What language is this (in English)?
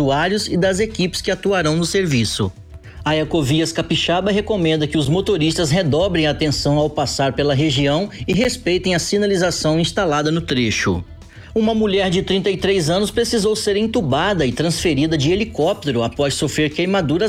Portuguese